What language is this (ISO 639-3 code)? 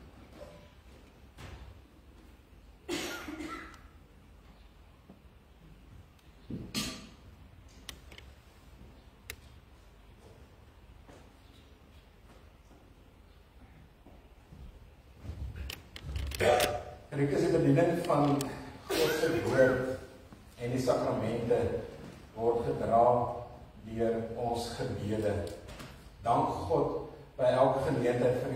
afr